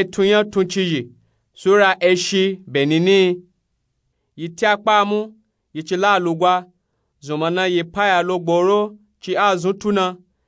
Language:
Nupe-Nupe-Tako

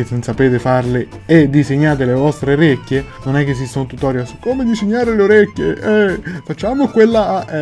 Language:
Italian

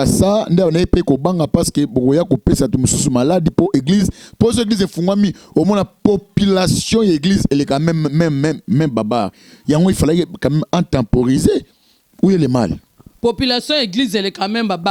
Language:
Lingala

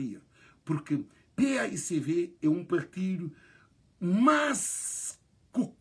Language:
Kabuverdianu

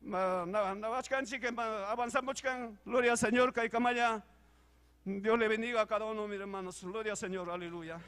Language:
Ayacucho Quechua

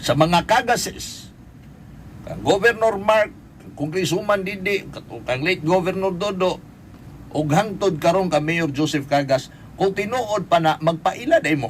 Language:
Cebuano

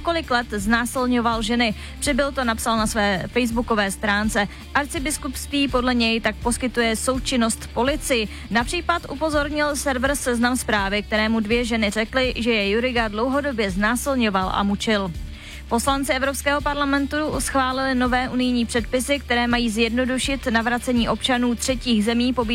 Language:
Czech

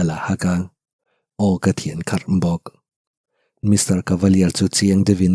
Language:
Mizo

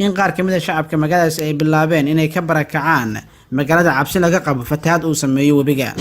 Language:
Somali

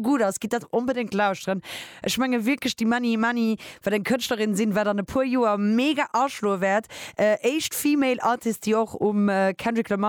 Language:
Luxembourgish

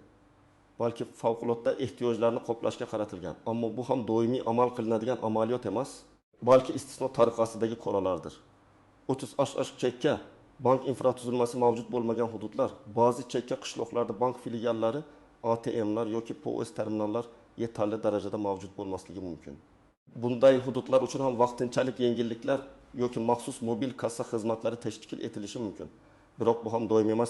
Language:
Uzbek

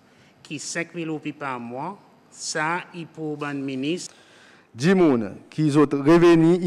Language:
Seselwa Creole French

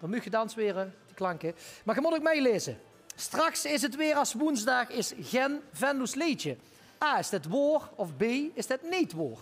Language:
Limburgish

